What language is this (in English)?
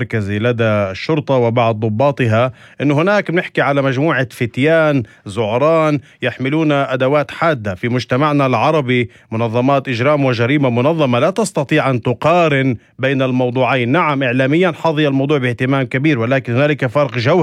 North Levantine Arabic